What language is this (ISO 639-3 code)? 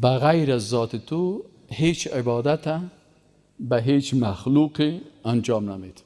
fas